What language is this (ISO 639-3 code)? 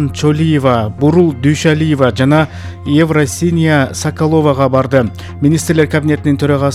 kir